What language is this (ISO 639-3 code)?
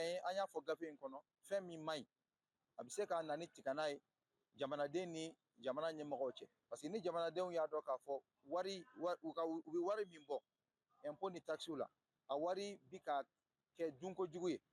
bam